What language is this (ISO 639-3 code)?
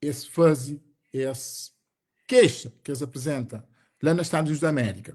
kea